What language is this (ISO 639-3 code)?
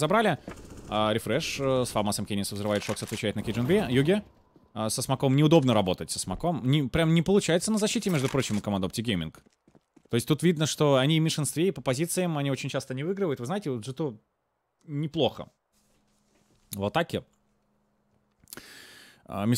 rus